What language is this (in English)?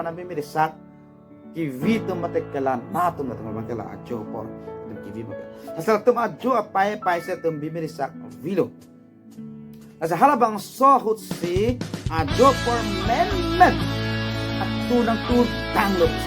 Karbi